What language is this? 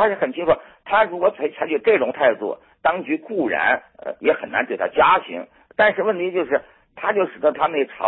Chinese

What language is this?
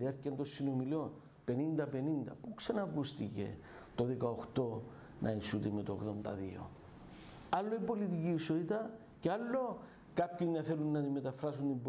Greek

